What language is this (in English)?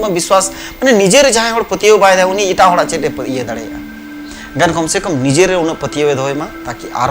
Santali